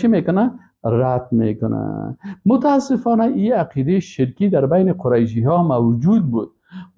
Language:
Persian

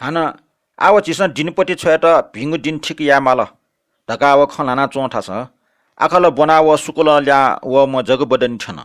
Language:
Newari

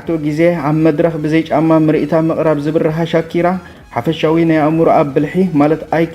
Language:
Tigrinya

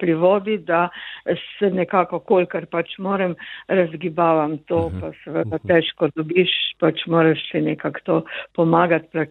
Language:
Slovenian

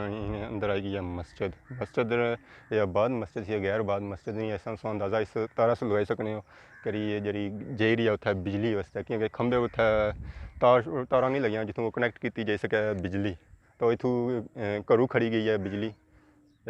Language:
Pahari-Potwari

